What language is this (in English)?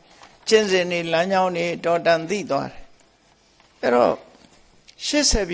Burmese